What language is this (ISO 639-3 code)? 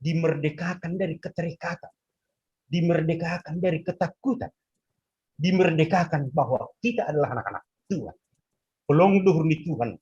bts